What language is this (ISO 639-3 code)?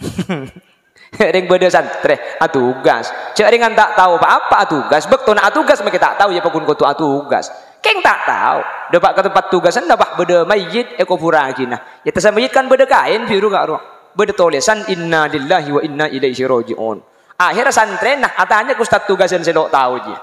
mad